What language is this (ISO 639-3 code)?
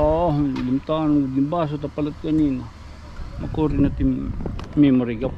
war